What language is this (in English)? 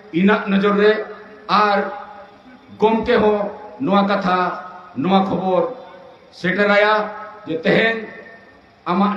Santali